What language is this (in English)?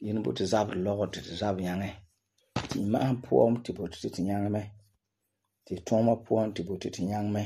Frafra